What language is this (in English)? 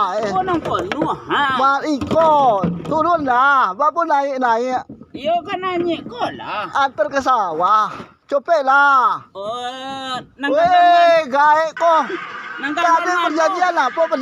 Minangkabau